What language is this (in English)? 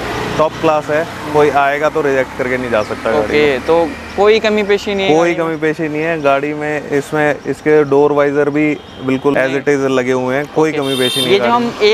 Hindi